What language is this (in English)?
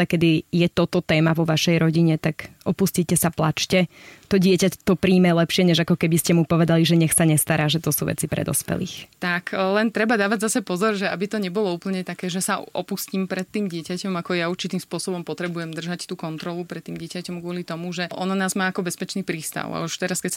Slovak